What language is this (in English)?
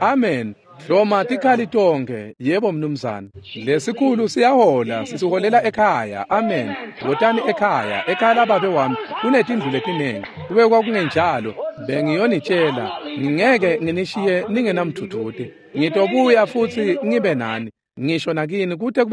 Swati